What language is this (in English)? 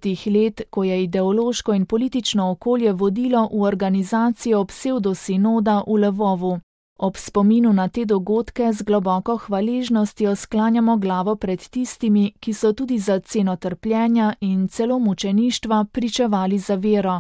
Slovenian